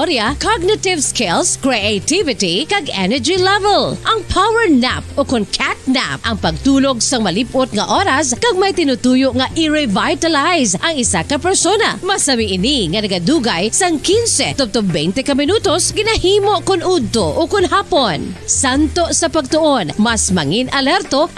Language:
Hiligaynon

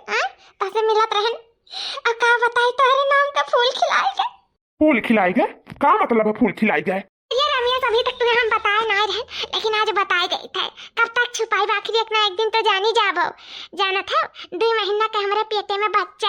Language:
Awadhi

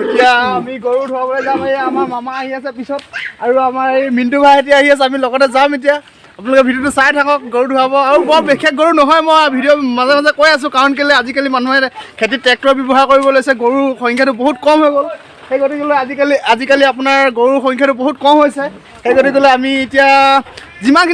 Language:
Assamese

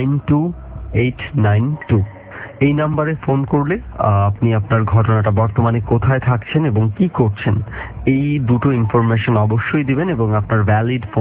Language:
Bangla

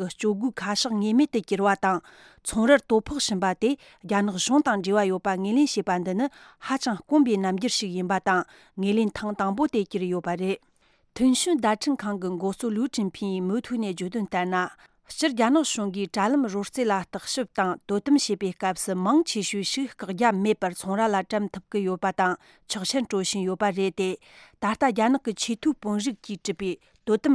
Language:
Tibetan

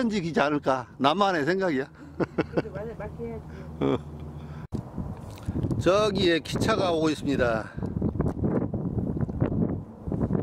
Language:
Korean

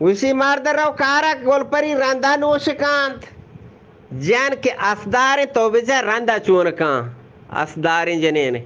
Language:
Eastern Balochi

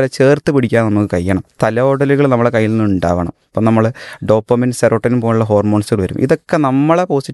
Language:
Malayalam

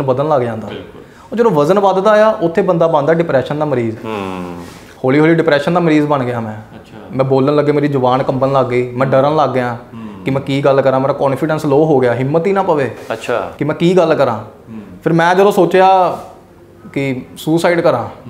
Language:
Punjabi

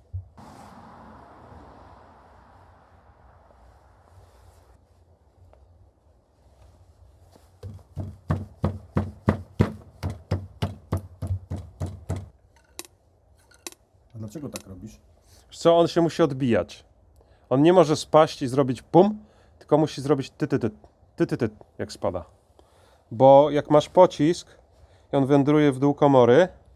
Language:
Polish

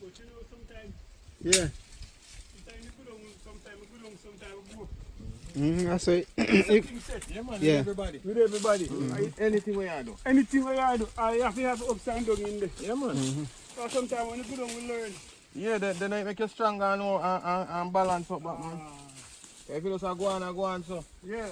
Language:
Jamaican Creole English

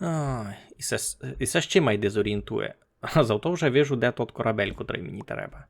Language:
Rusyn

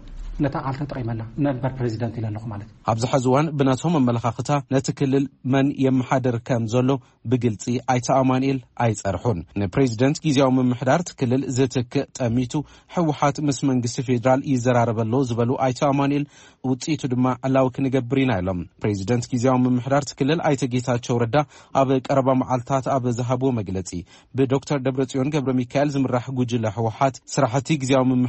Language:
Tigrinya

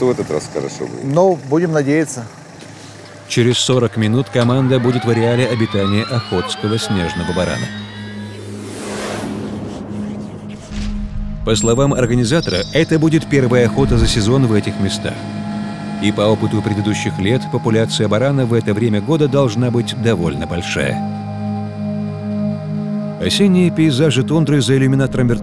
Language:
Russian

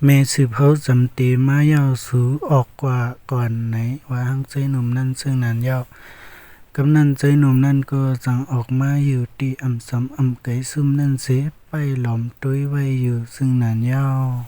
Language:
Shan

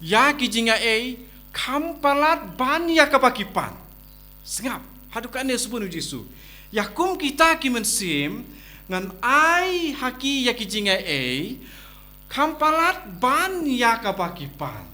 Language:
Khasi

